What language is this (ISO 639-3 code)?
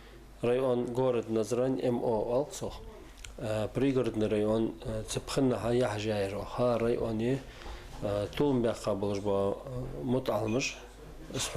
inh